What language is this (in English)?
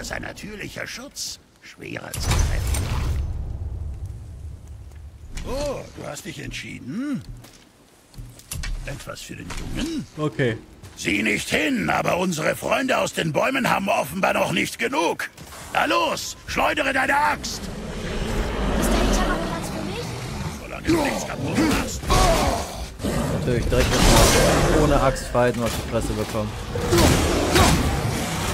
German